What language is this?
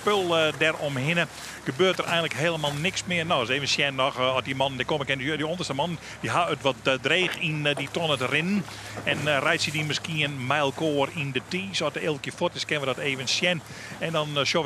Western Frisian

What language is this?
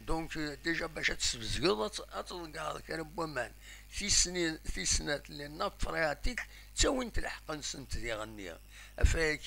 Kabyle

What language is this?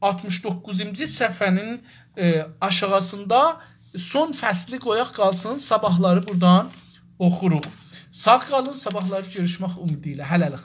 South Azerbaijani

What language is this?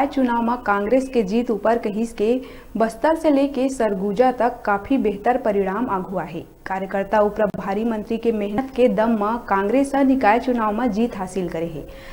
Chhattisgarhi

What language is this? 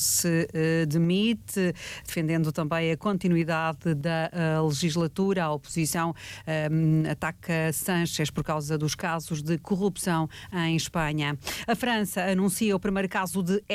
Portuguese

